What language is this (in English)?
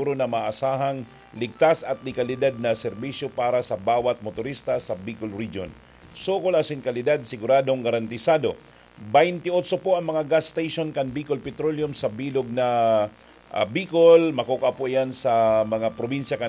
Bikol